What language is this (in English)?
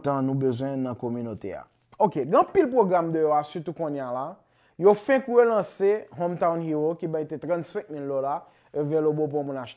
Haitian Creole